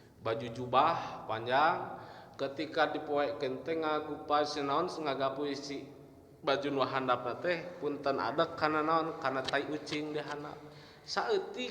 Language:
Sundanese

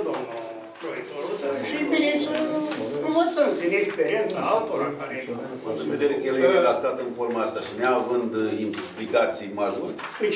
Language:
Romanian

